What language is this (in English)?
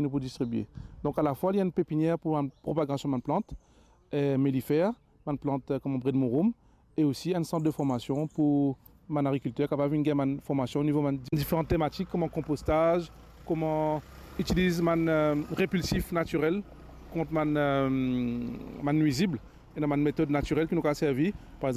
Morisyen